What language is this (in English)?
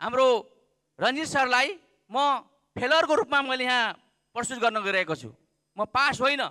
Nepali